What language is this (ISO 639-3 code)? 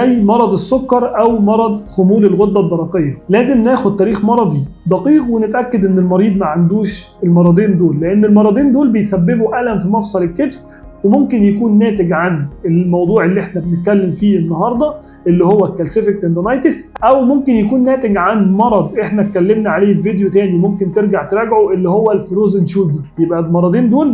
arz